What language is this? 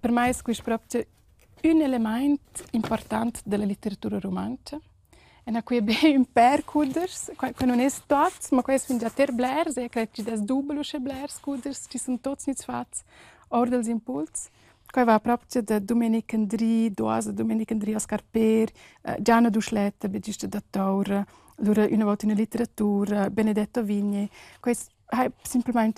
Romansh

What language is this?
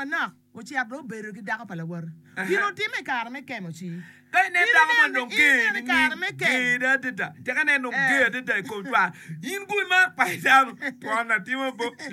Acoli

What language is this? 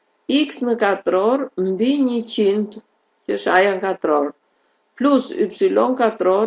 Albanian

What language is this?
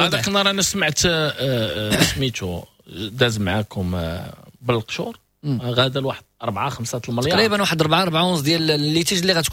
Moroccan Arabic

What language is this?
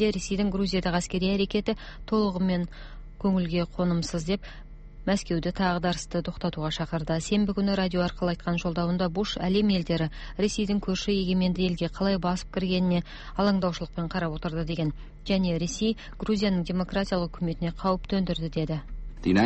Kazakh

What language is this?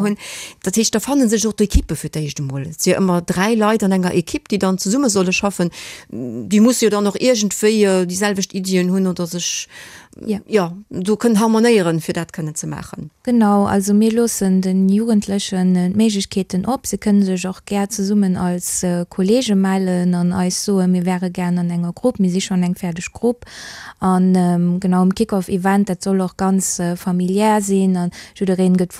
Luxembourgish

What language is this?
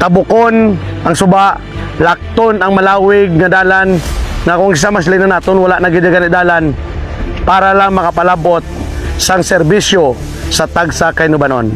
Hiligaynon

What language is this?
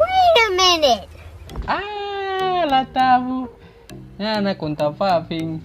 Manado Malay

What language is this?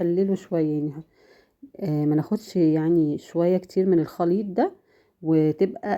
Egyptian Arabic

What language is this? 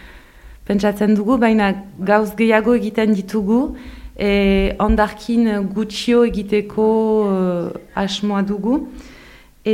Basque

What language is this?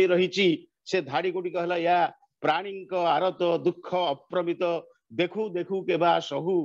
Odia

